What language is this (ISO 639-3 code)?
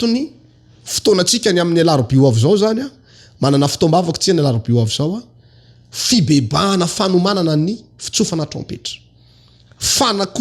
mlg